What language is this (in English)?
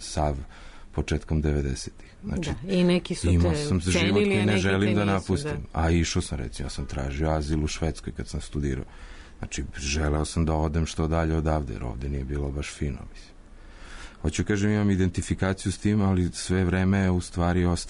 Serbian